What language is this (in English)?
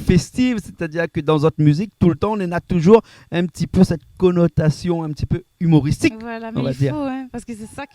Réunion Creole French